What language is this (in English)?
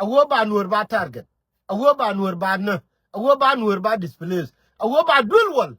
Nuer